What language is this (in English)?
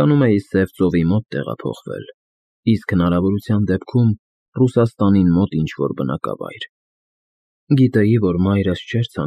Armenian